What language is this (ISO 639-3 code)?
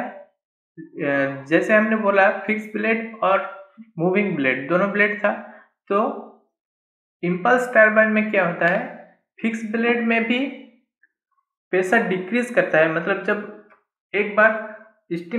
hin